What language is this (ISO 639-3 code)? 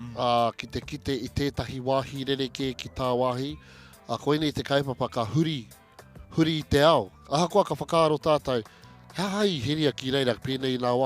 mri